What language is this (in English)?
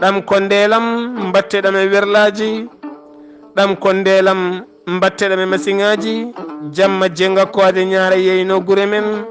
Fula